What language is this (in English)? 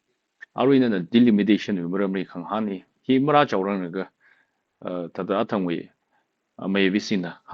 Tangkhul Naga (India)